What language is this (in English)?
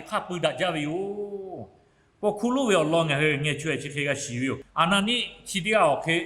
Lahu